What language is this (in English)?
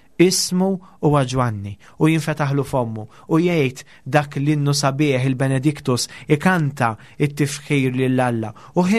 Maltese